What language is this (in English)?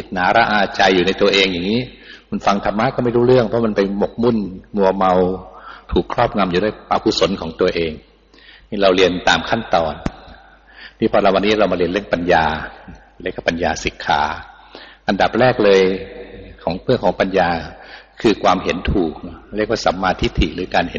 Thai